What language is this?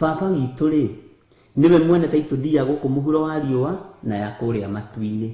Kikuyu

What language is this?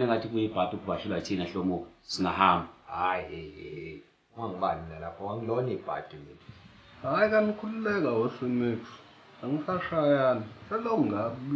Zulu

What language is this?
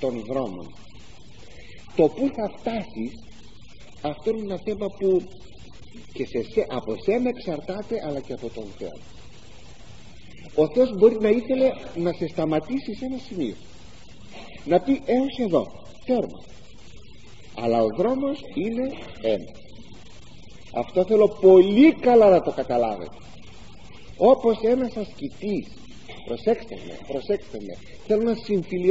Greek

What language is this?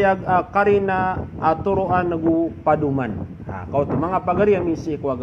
Maranao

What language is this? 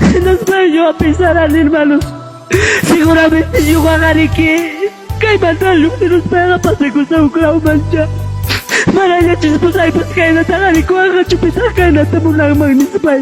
Ayacucho Quechua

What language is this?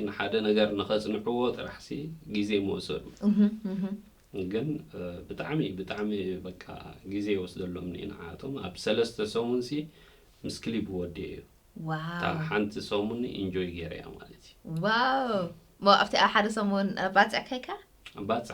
Tigrinya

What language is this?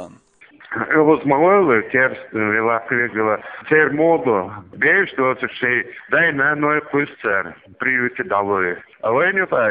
Chechen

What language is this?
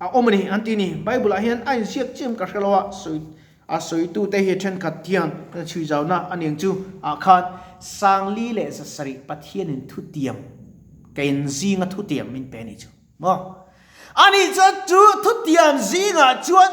Mizo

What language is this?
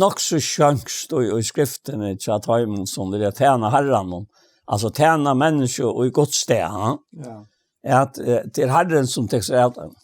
Faroese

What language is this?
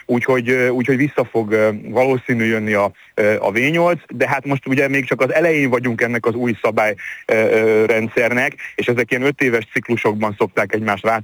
Hungarian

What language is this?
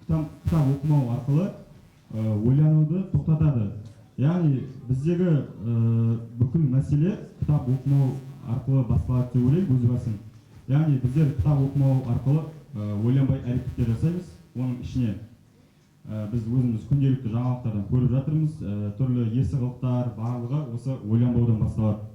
Kazakh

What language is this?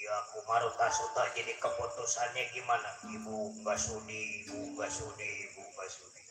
Betawi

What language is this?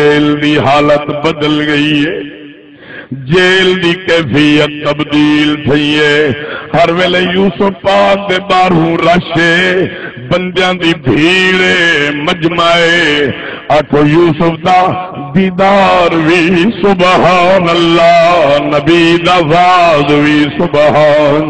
Saraiki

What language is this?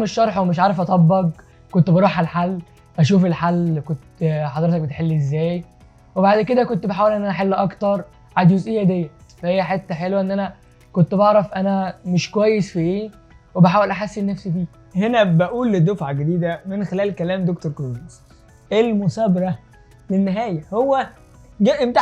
Egyptian Arabic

